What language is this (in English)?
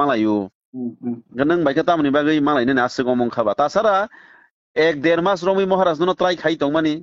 Kok Borok